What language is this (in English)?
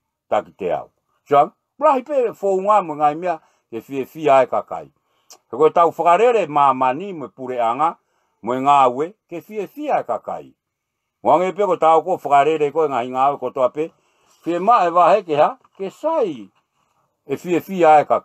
Tongan